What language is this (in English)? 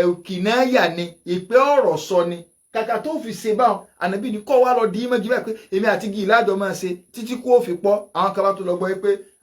Yoruba